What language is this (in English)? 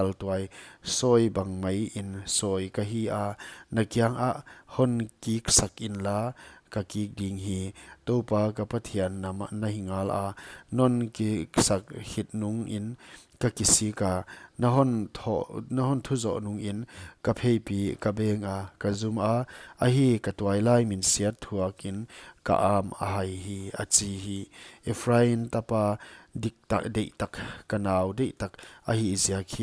Paite Chin